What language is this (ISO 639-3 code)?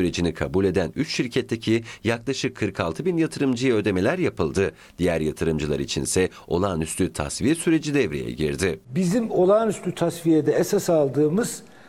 tur